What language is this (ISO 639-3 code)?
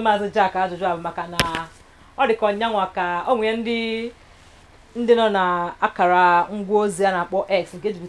ibo